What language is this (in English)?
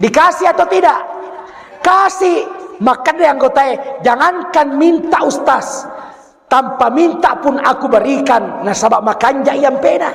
Buginese